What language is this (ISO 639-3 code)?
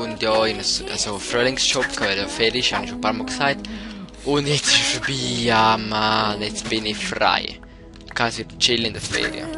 gsw